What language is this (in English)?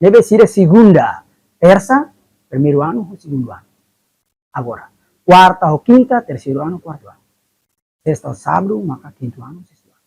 Tetum